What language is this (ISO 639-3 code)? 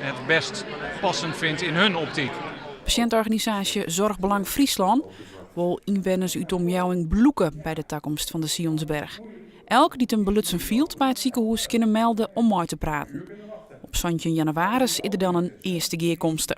fry